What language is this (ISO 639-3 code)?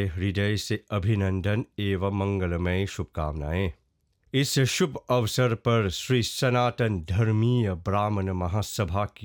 hin